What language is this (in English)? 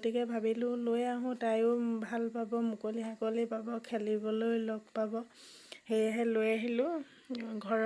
Assamese